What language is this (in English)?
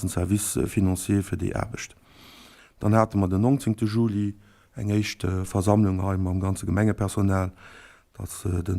Luxembourgish